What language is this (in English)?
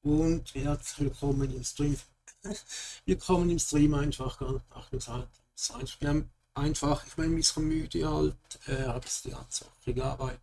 Swiss German